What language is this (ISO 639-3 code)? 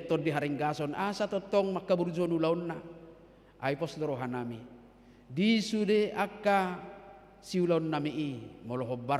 bbc